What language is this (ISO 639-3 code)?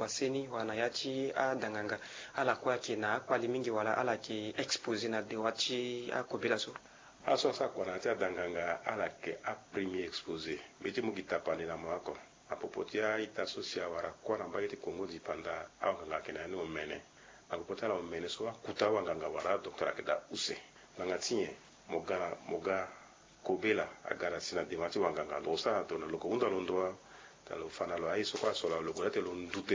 sag